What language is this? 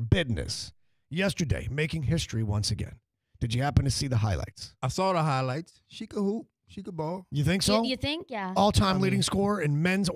English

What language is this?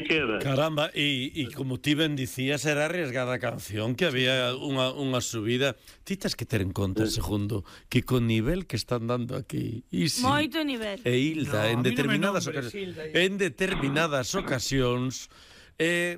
Galician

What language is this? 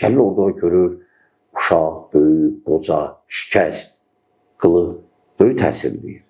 Azerbaijani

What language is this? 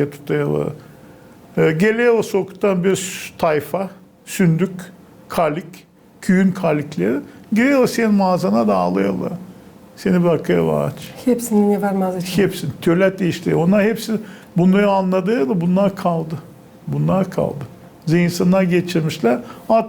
Gagauz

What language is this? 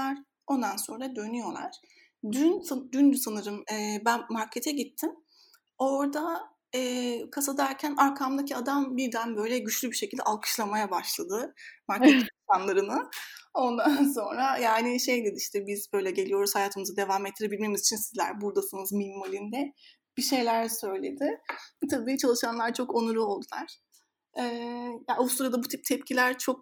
Turkish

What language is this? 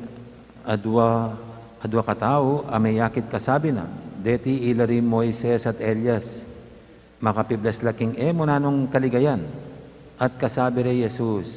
Pampanga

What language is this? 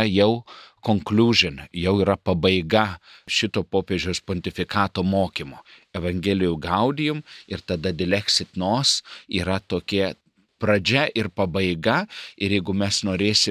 Lithuanian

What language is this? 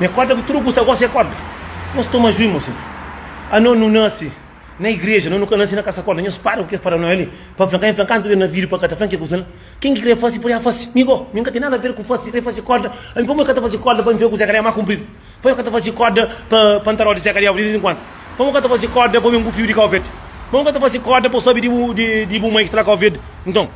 Kabuverdianu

